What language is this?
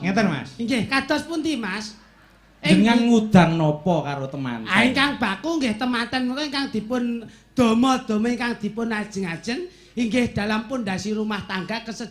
Javanese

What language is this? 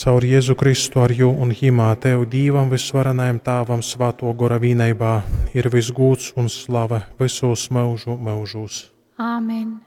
Latgalian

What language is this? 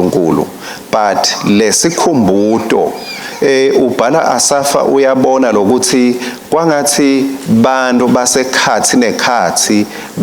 Swati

